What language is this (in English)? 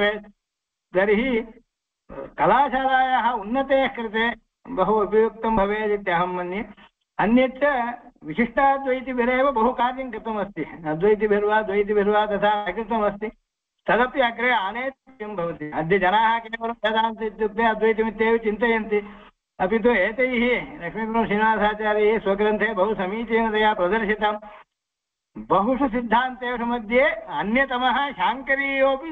Sanskrit